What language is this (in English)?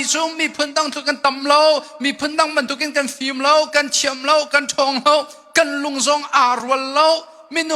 Hakha Chin